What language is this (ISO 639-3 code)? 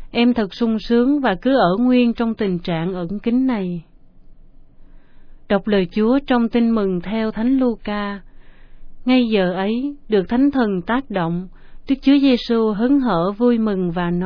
vie